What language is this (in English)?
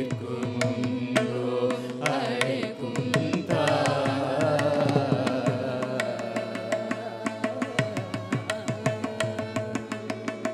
Tamil